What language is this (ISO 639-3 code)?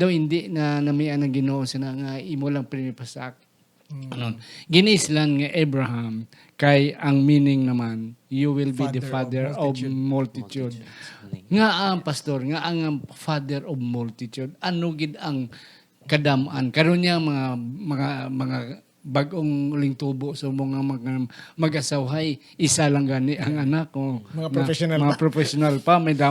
hil